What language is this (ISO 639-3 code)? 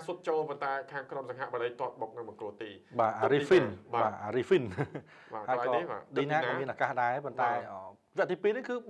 khm